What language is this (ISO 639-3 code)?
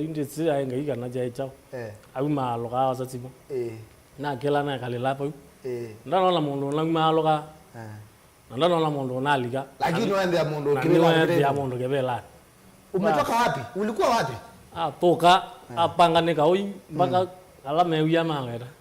kam